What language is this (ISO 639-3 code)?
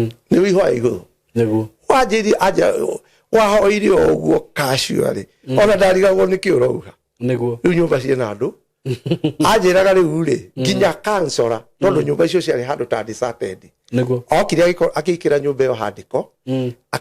kik